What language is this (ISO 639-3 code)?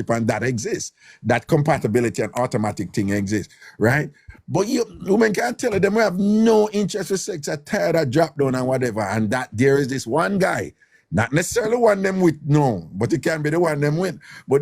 jam